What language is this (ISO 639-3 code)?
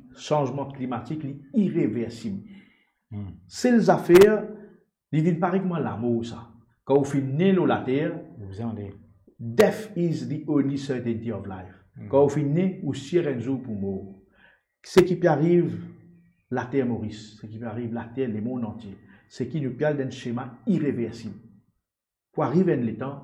mfe